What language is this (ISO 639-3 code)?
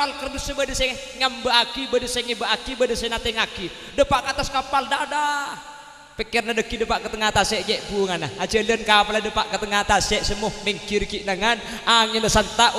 mad